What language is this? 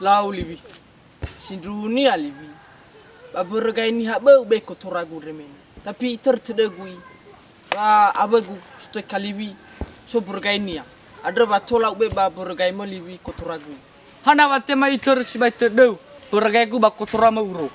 Nias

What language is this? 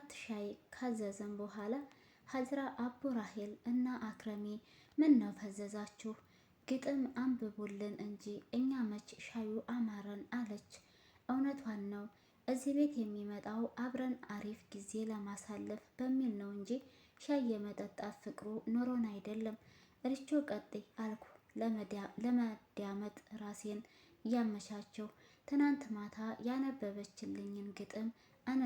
Amharic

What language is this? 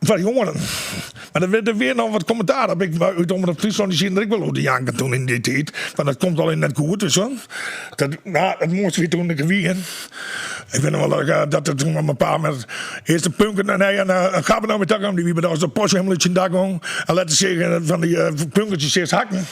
Western Frisian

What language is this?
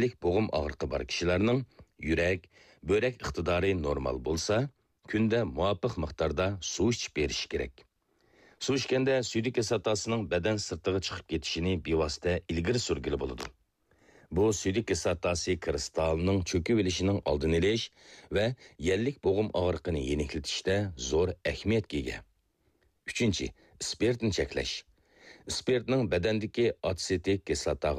Uyghur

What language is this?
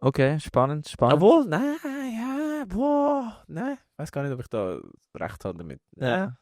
Swiss German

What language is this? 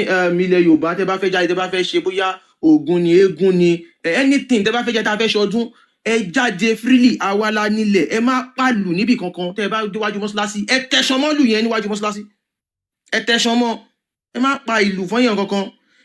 Yoruba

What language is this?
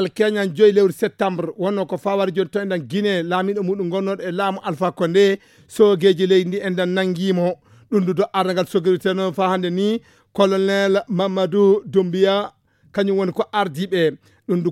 Fula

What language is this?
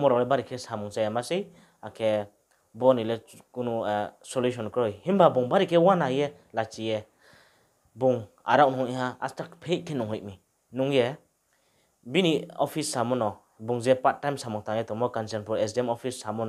Riang (India)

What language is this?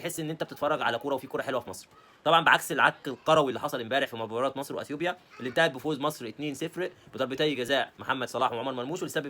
Egyptian Arabic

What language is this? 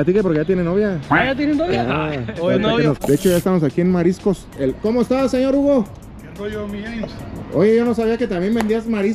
Spanish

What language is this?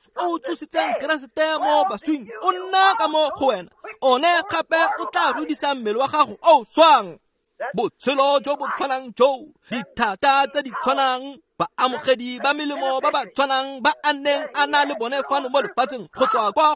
Tswana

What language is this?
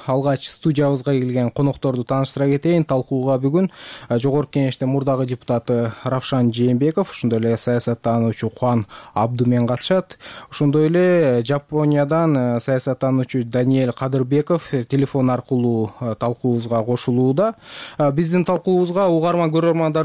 Kyrgyz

